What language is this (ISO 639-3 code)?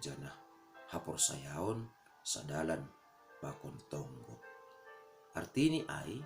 bts